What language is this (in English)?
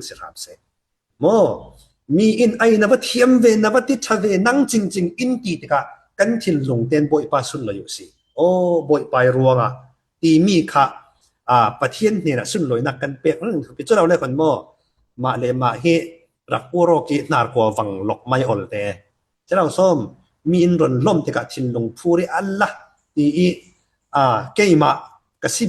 Falam Chin